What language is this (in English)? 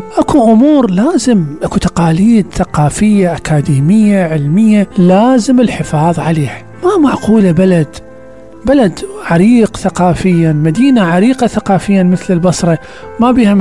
Mesopotamian Arabic